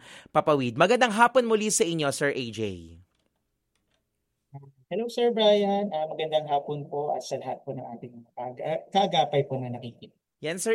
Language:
Filipino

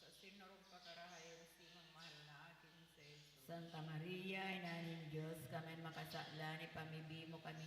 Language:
Bikol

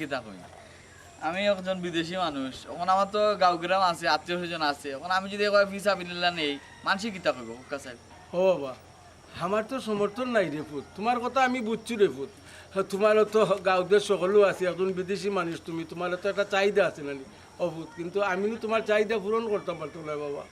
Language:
Sylheti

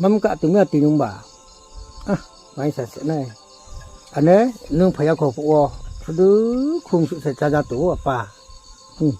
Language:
Riang (India)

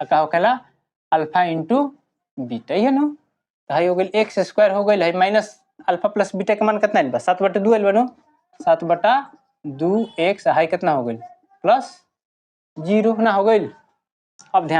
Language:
Bhojpuri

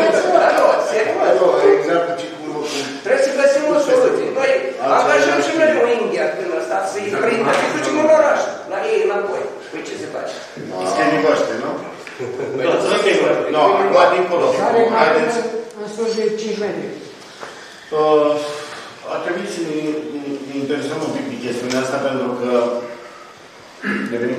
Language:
Romanian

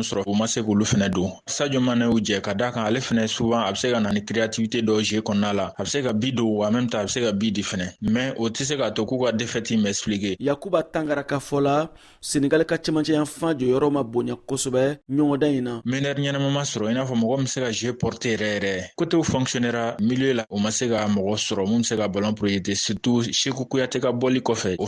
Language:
Bambara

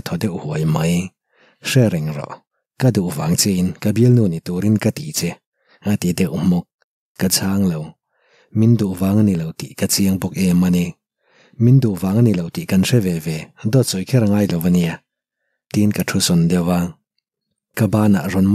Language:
Mizo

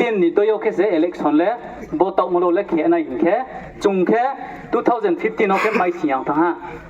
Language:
Riang (India)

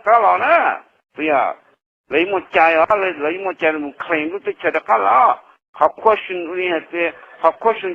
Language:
Hmong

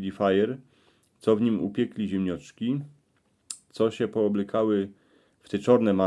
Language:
Silesian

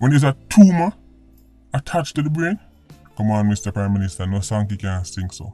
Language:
Jamaican Creole English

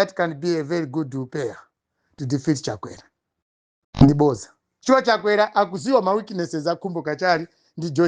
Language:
Nyanja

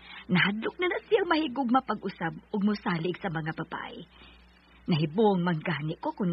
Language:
Cebuano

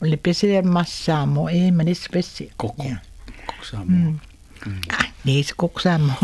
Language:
Samoan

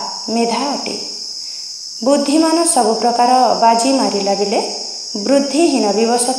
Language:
Odia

